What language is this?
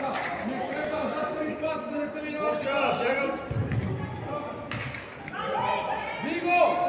Bulgarian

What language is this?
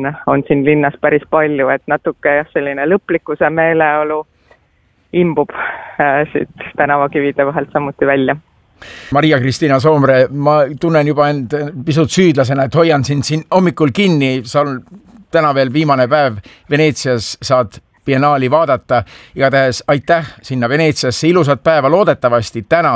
Estonian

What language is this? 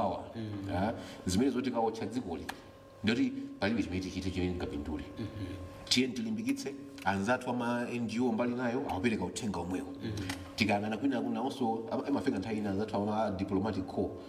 Nyanja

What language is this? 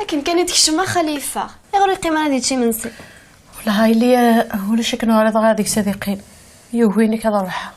Kabyle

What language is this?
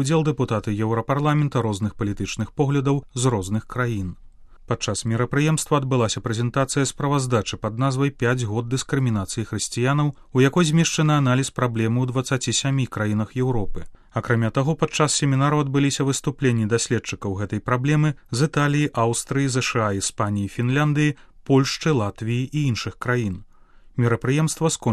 Belarusian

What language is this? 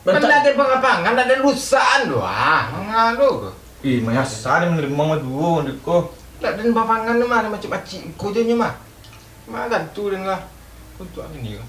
Minangkabau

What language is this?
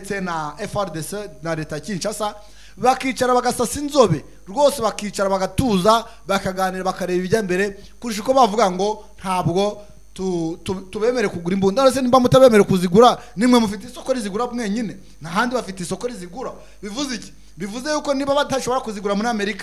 Kinyarwanda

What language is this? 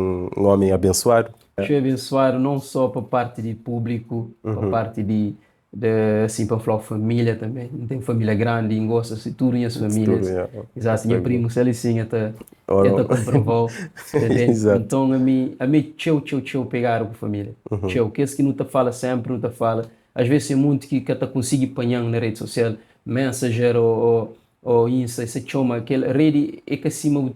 Kabuverdianu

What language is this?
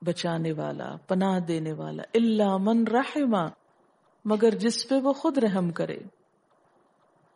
Urdu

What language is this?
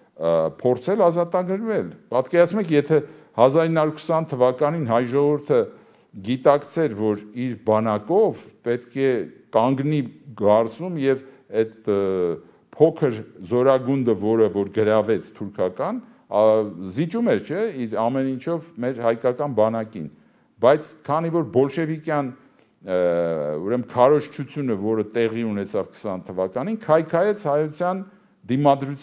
Armenian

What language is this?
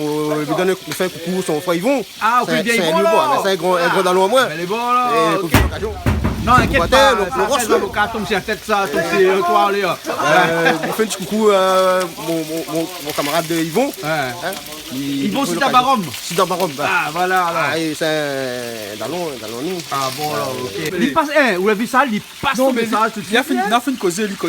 Réunion Creole French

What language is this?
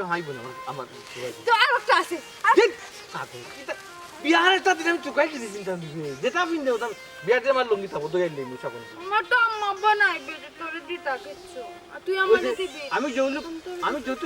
Sylheti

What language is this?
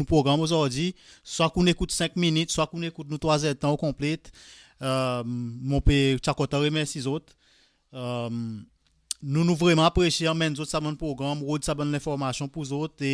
Seselwa Creole French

